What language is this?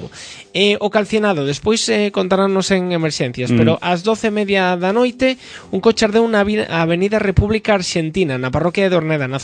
Galician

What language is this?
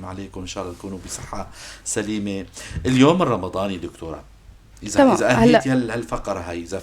North Levantine Arabic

